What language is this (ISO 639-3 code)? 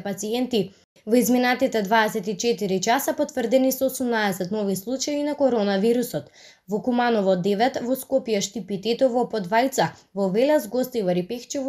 mkd